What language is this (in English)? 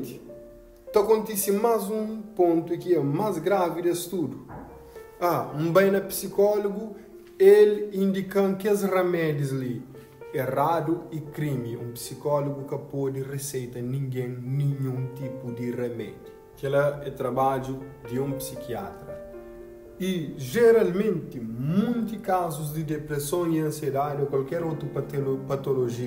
Kabuverdianu